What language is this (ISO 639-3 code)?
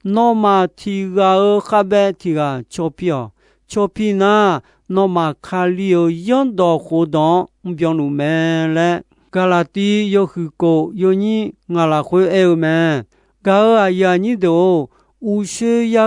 ahk